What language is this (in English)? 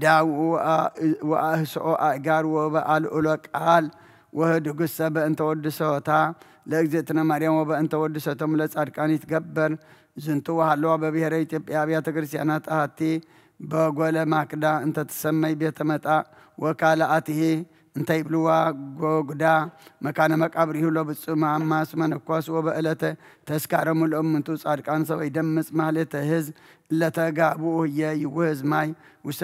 Geez